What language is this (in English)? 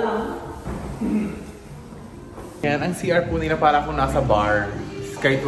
Filipino